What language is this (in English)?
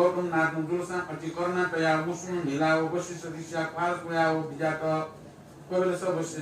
Newari